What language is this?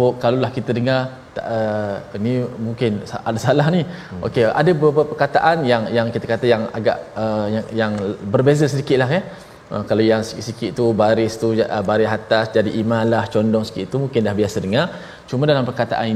Malay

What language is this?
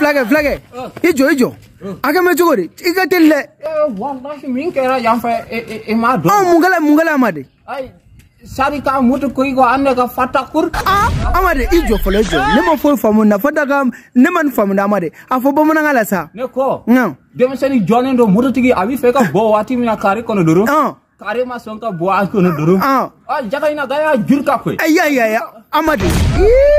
Bambara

